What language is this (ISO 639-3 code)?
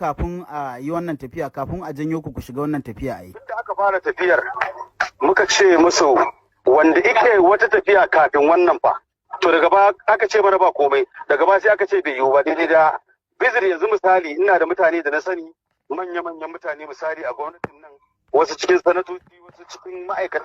hau